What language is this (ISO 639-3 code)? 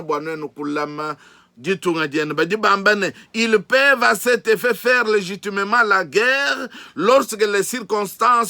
lua